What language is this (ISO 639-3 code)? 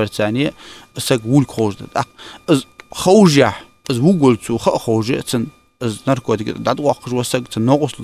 inh